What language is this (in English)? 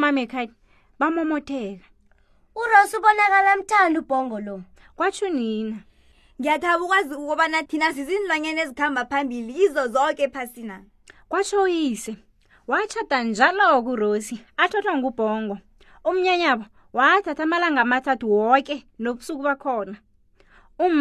South Ndebele